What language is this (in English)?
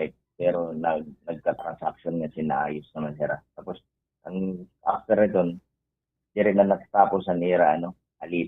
Waray